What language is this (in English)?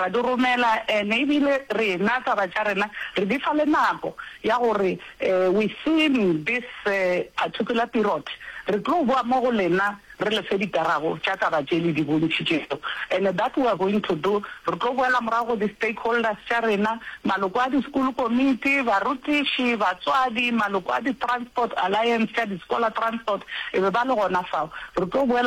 Northern Sotho